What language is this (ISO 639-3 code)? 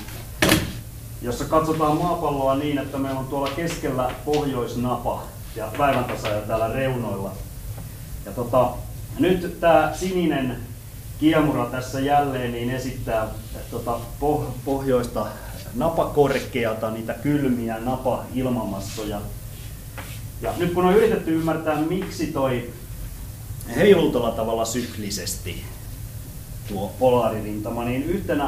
fin